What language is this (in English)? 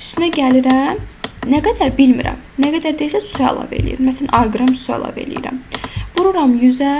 Azerbaijani